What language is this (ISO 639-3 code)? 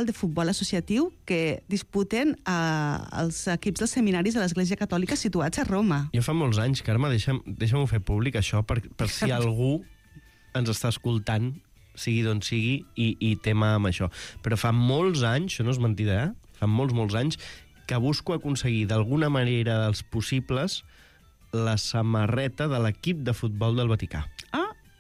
cat